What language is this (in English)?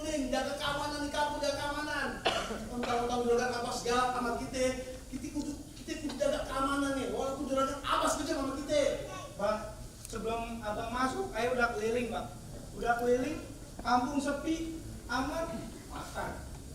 Betawi